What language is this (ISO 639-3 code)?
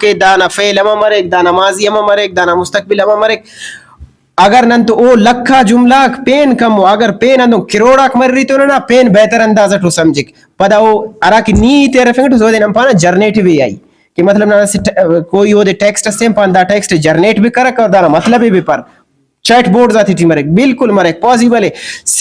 brh